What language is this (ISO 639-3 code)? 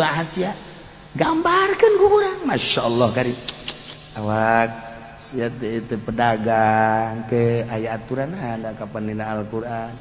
sun